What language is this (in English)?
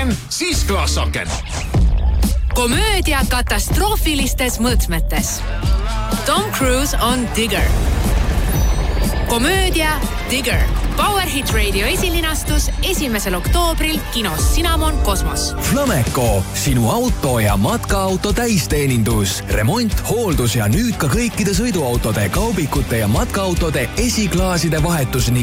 Estonian